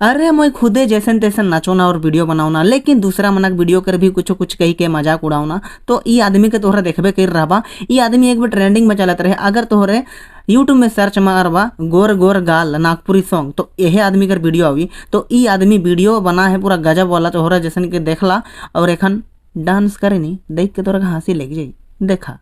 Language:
Sadri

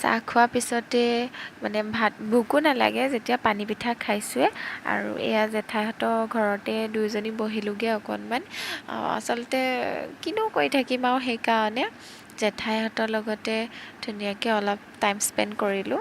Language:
Assamese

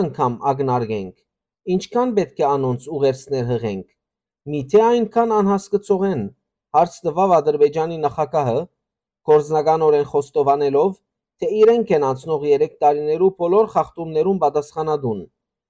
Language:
Western Armenian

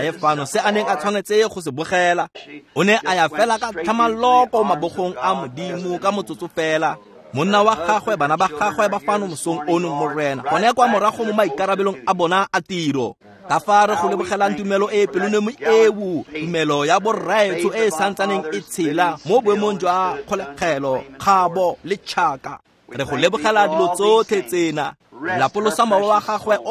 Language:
Tswana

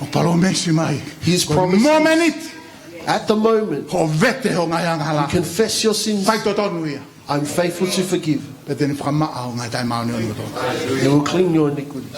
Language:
Tongan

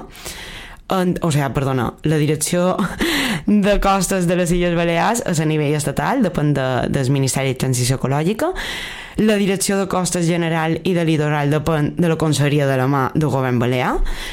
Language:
Catalan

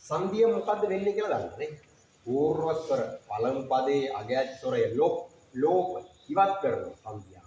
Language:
Sinhala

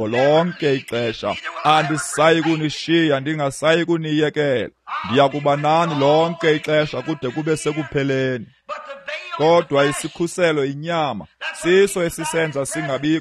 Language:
Xhosa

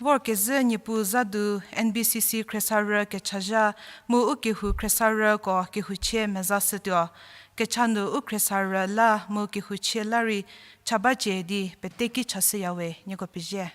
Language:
Angami Naga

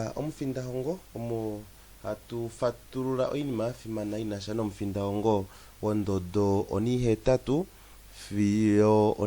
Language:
Kuanyama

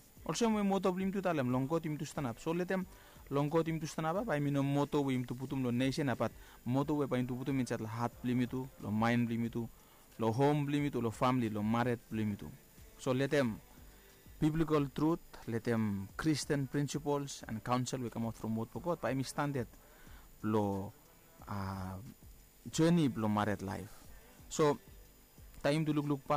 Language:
Bislama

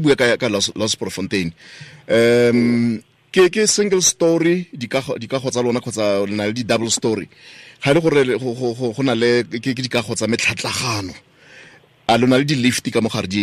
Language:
Tswana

